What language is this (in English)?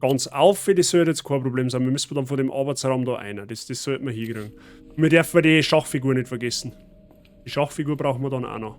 Bavarian